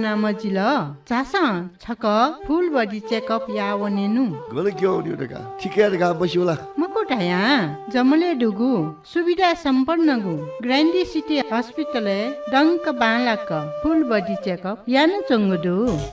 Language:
Newari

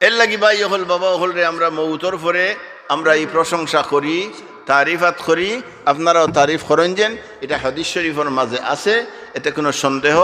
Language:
Sylheti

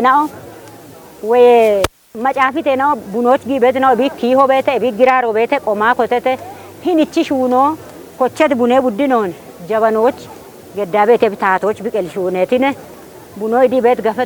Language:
Kafa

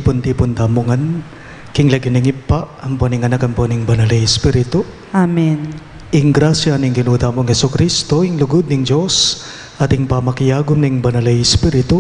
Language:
Pampanga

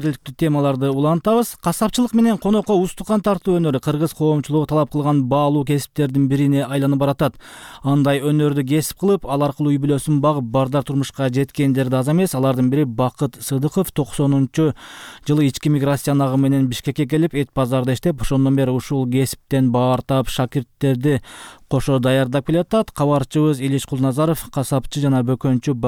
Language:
Kyrgyz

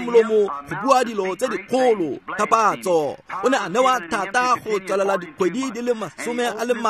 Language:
Tswana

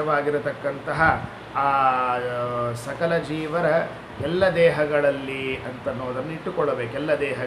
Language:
Kannada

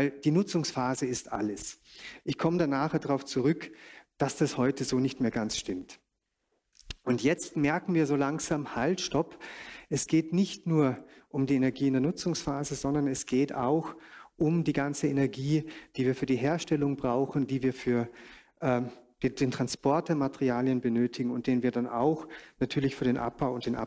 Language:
German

